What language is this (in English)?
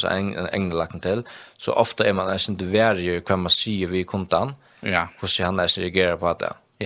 Faroese